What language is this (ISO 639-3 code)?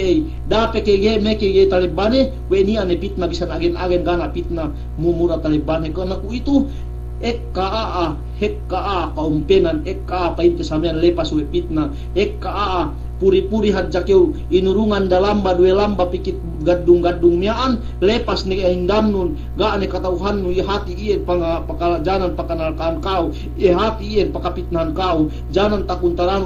yka